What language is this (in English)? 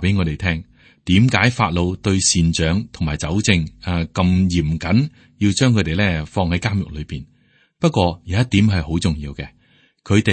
Cantonese